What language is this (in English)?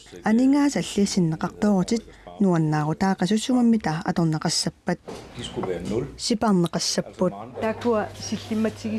Kalaallisut